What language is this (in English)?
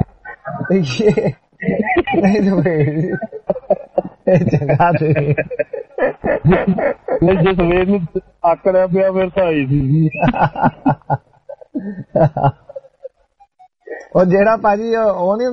Punjabi